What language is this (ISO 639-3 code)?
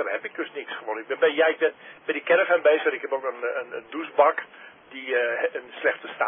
nld